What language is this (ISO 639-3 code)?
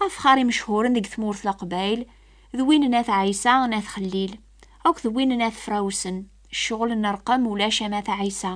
kab